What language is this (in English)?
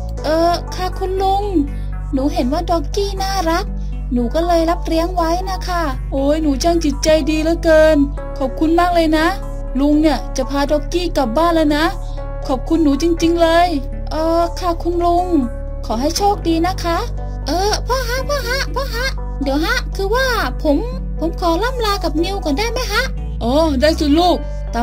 Thai